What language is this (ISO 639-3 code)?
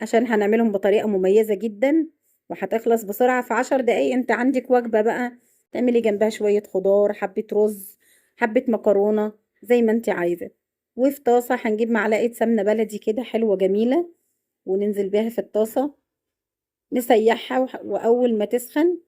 arz